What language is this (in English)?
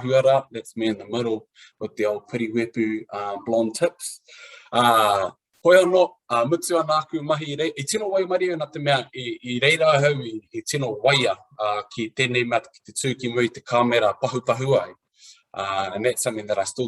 Māori